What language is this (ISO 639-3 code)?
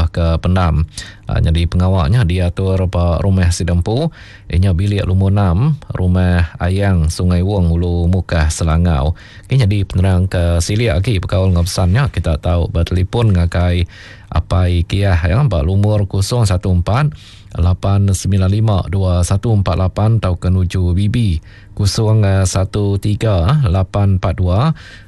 iba